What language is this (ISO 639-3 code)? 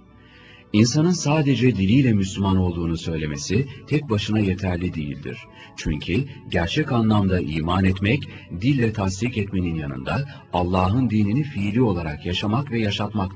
tur